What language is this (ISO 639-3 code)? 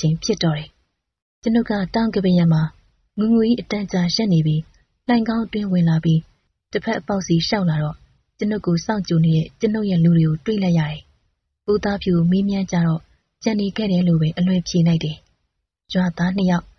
mya